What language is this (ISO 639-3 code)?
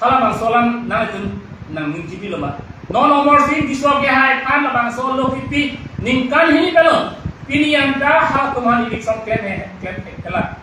mjw